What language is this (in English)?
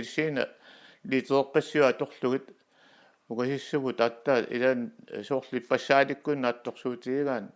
Kalaallisut